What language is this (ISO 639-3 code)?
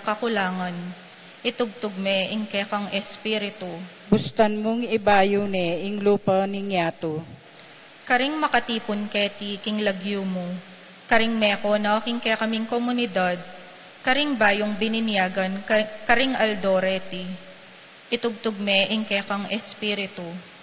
pam